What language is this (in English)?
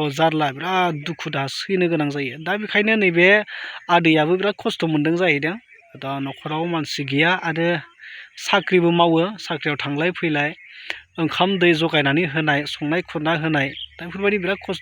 Bodo